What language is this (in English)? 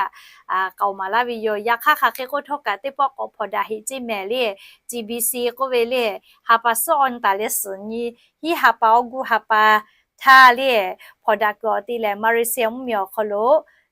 Lahu